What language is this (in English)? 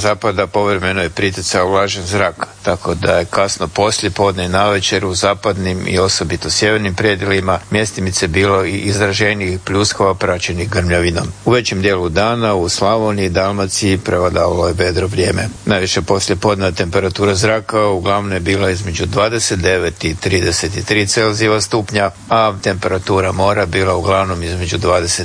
Croatian